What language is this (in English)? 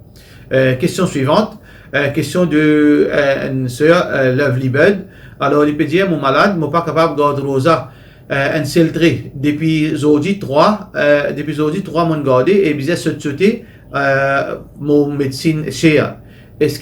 Morisyen